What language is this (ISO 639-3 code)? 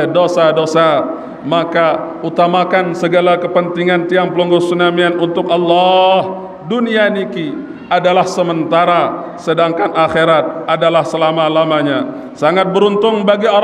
sas